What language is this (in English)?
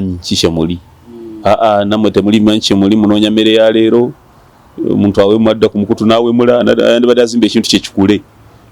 Ganda